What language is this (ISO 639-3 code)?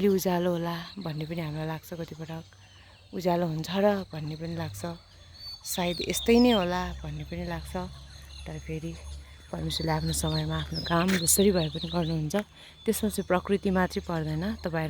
nep